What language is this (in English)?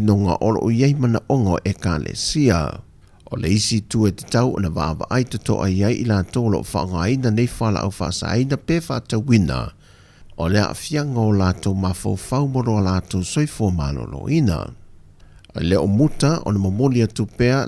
Samoan